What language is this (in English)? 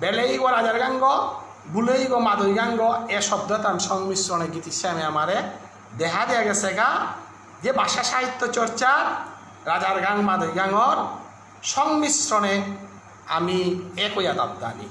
Bishnupriya